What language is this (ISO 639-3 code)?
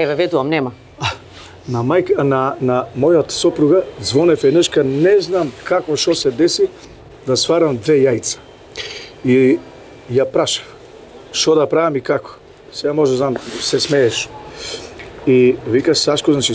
mkd